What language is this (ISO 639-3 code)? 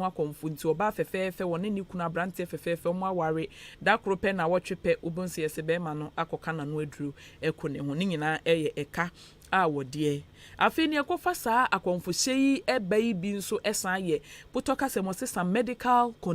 aka